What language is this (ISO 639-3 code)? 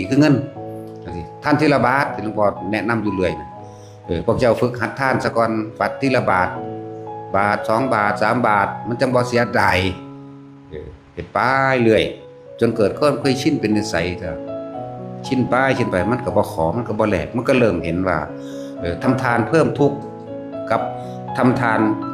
tts